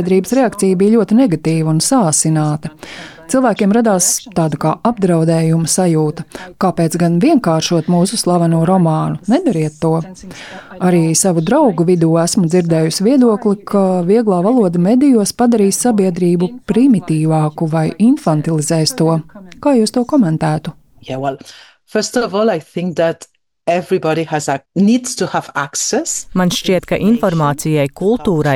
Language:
Latvian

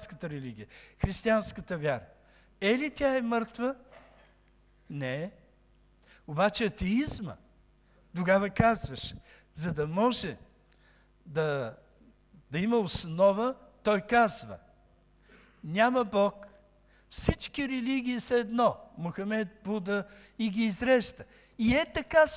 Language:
Bulgarian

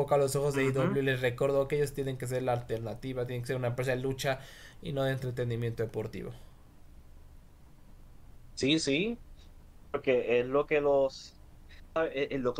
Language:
Spanish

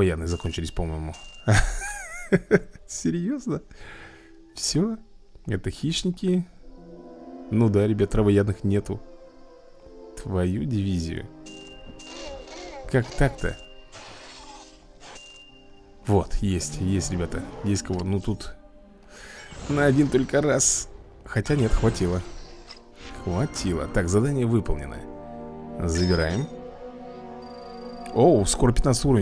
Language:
Russian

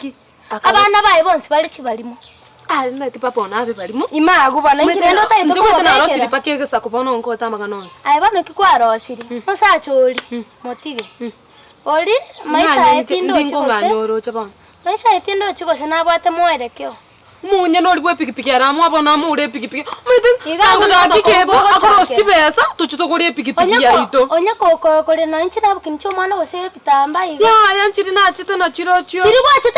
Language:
Gusii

